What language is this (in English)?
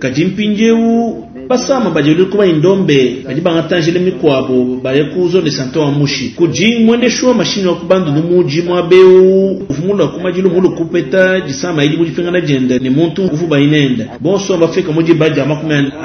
Luba-Lulua